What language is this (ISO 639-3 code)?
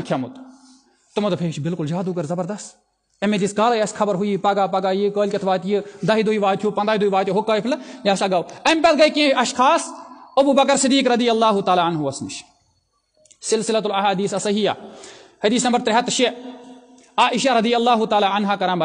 kas